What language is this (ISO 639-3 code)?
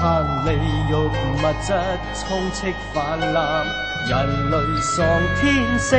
yue